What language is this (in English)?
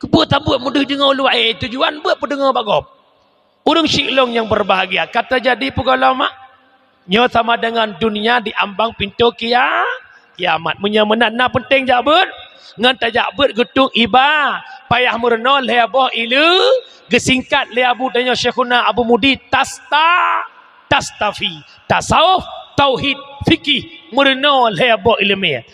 Achinese